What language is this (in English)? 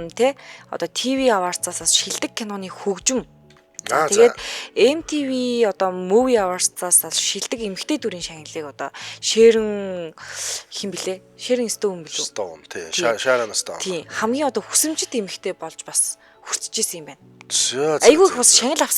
Mongolian